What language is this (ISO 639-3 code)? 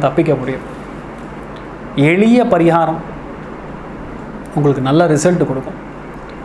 tam